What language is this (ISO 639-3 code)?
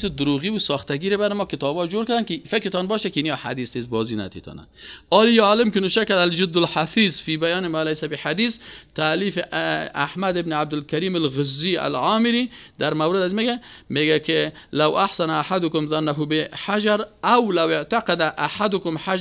fas